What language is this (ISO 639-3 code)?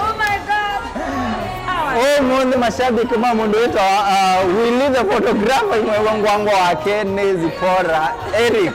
kam